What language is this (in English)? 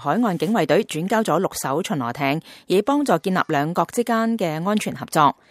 Cantonese